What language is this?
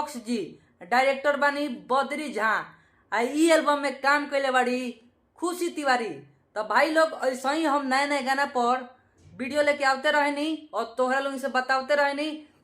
Bhojpuri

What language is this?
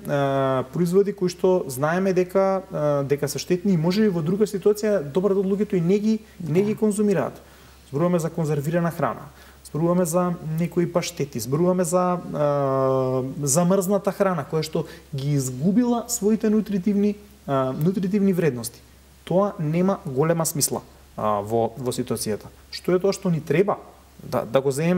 Macedonian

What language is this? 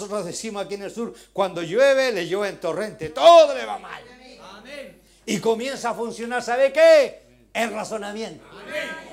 Spanish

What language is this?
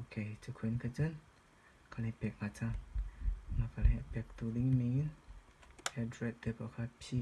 Hakha Chin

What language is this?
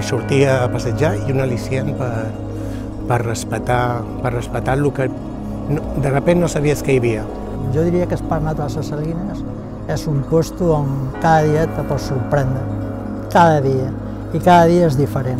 Catalan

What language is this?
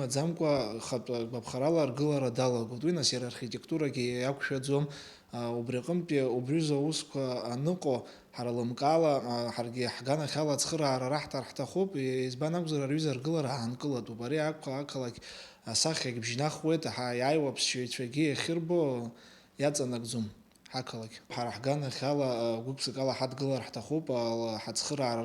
Abkhazian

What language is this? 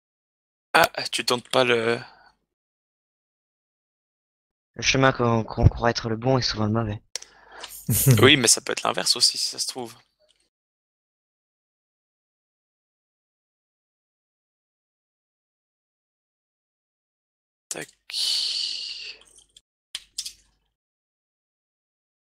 French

